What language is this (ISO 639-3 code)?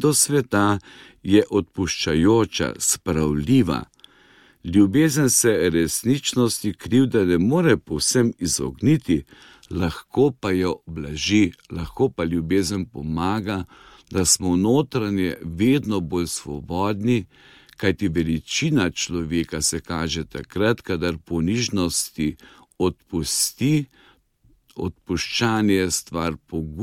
slv